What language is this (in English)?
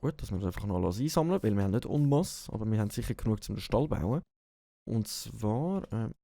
Swiss German